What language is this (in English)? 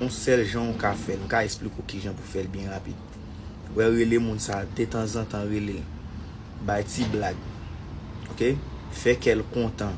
Haitian Creole